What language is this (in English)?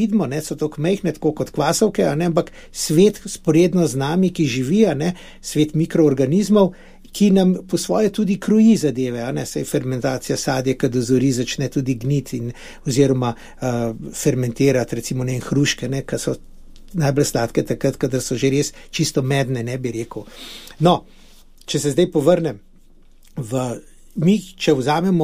Slovenian